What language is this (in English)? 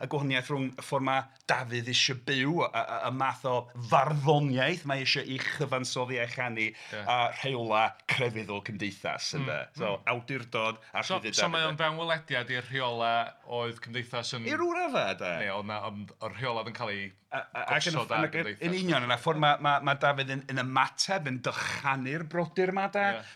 Welsh